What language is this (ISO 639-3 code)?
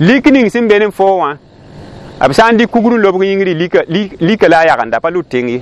mos